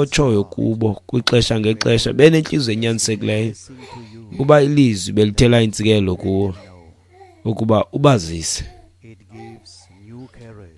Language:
Xhosa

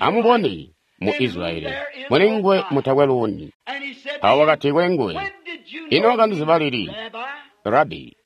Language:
Tonga (Zambia)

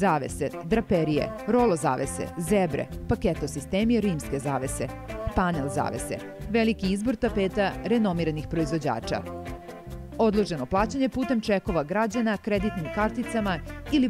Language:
Serbian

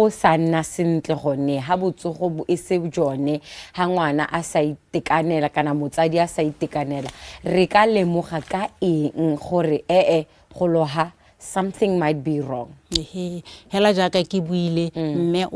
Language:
Tswana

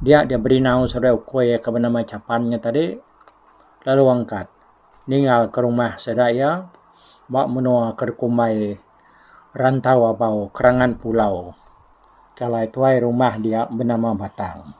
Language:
Iban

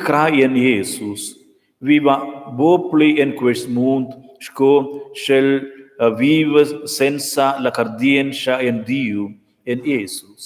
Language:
Romansh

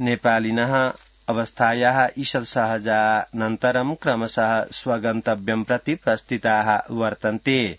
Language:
Sanskrit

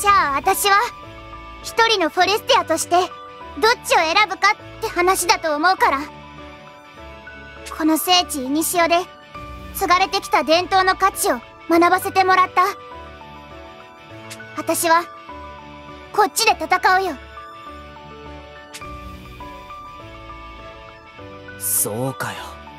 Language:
Japanese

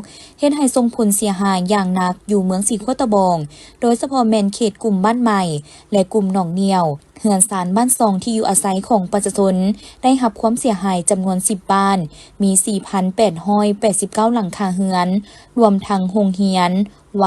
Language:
Lao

